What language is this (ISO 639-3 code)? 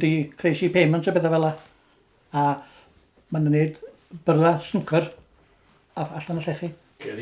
cym